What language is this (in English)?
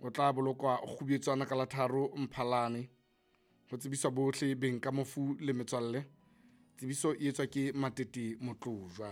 Southern Sotho